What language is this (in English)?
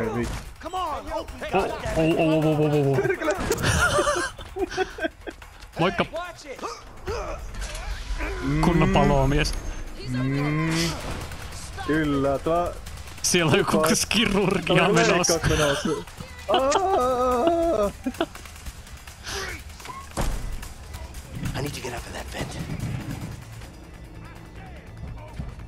Finnish